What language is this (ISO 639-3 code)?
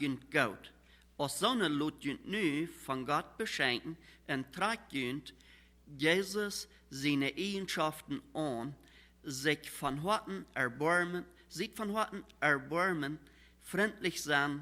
pdt